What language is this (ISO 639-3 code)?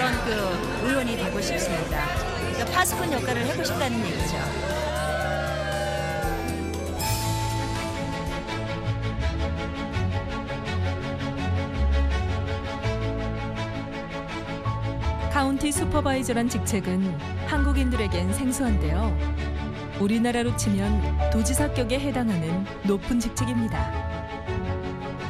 kor